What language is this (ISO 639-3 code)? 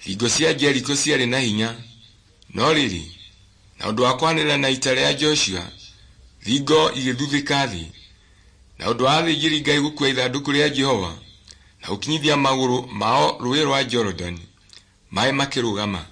kik